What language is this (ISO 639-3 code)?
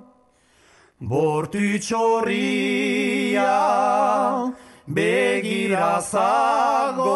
eus